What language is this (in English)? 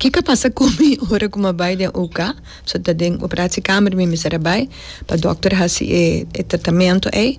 Papiamento